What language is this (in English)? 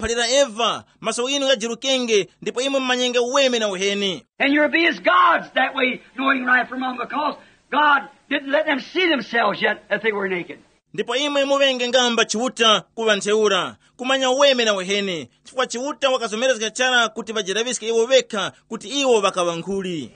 Tumbuka